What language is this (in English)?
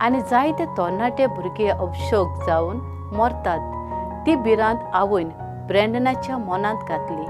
Konkani